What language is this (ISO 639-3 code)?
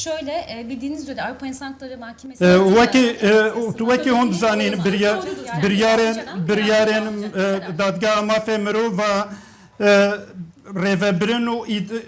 kur